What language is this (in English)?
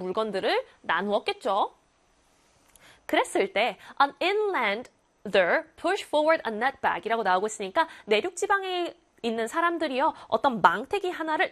Korean